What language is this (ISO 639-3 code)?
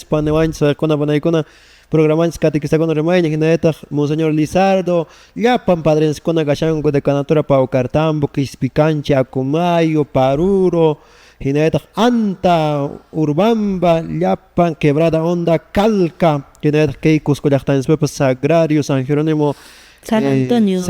que